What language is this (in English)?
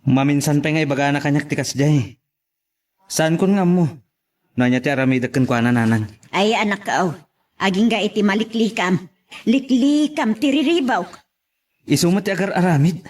Iloko